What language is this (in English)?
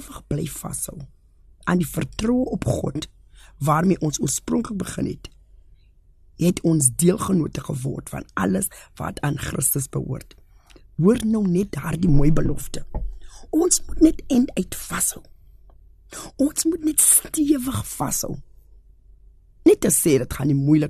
Afrikaans